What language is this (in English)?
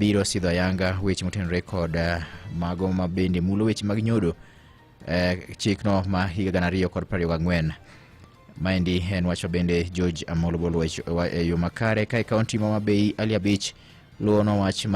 Luo (Kenya and Tanzania)